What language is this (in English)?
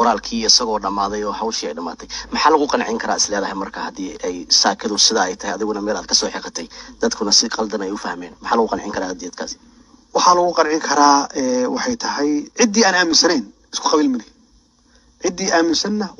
Somali